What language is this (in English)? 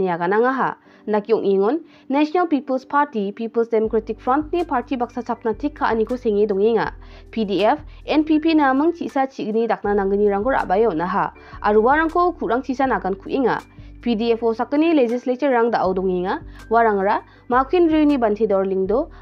Garo